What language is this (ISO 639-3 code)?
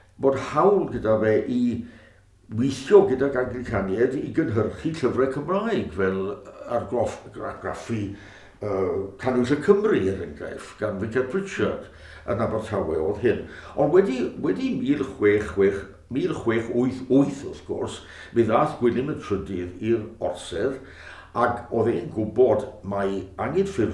cym